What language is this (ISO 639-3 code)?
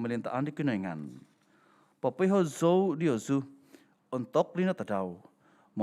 dtp